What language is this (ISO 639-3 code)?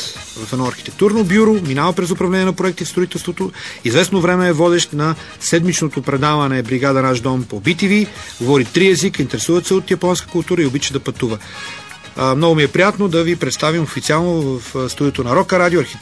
bul